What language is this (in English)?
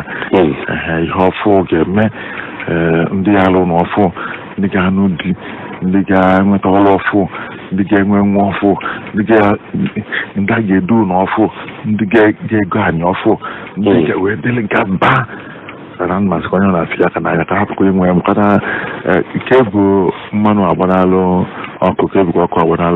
Igbo